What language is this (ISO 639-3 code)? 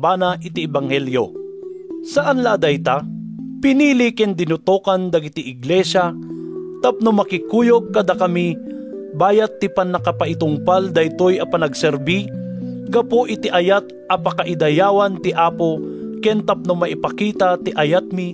ilo